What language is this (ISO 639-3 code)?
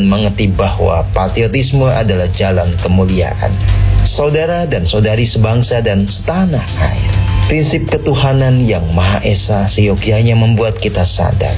ind